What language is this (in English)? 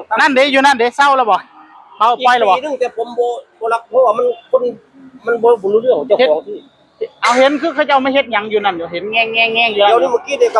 Northeastern Thai